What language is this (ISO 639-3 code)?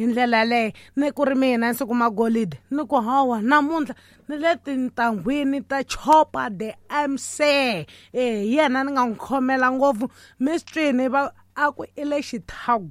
tso